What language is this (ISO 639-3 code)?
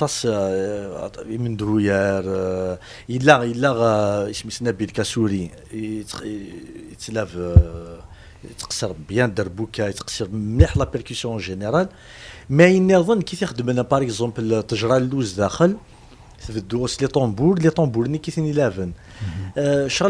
kab